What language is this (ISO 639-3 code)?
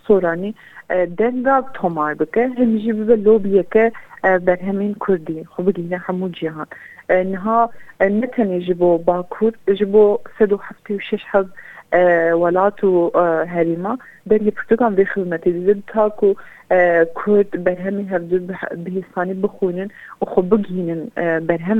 kur